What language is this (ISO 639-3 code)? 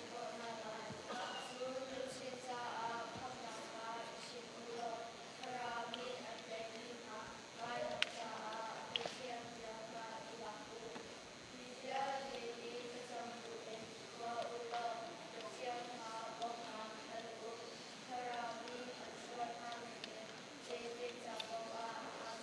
cnh